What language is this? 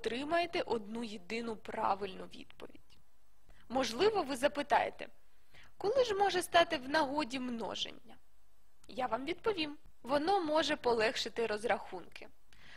Ukrainian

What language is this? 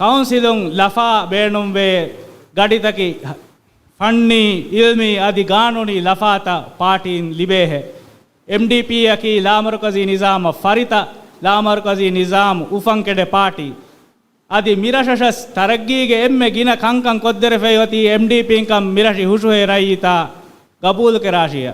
Divehi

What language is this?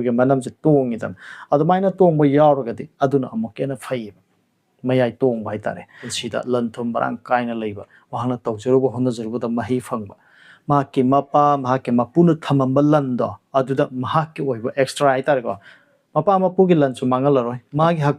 Manipuri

